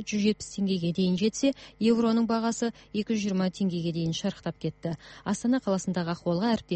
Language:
Kazakh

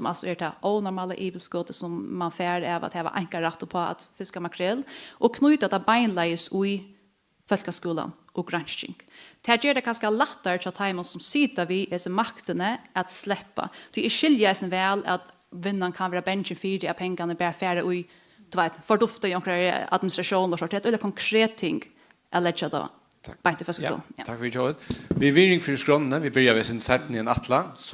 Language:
Faroese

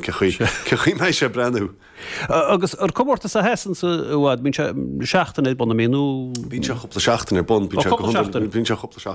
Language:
Irish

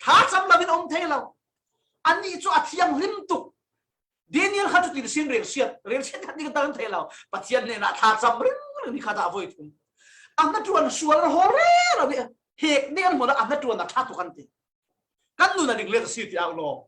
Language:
Falam Chin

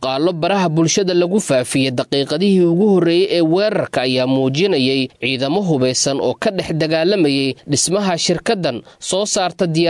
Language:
Somali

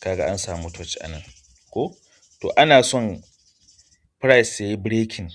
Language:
Hausa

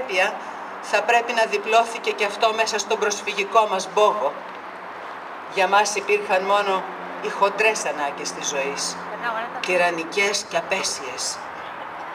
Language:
Greek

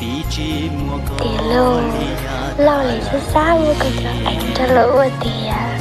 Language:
Hmong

